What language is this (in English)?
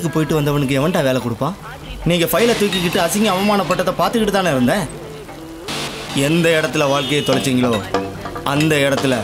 Tamil